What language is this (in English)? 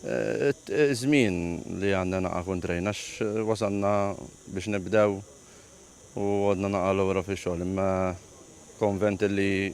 Maltese